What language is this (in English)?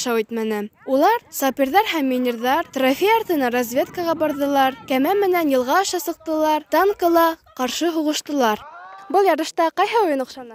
Bashkir